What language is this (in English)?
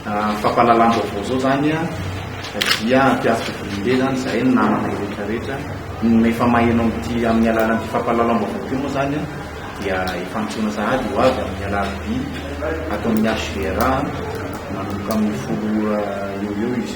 Malagasy